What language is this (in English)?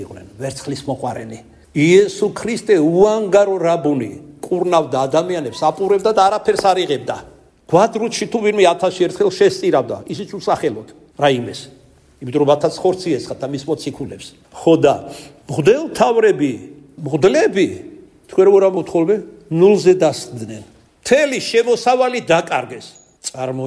Georgian